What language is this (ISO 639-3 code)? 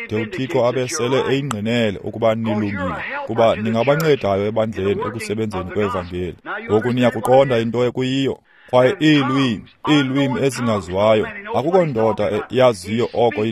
xho